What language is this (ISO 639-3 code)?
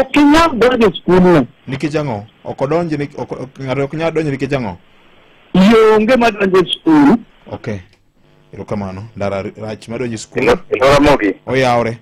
luo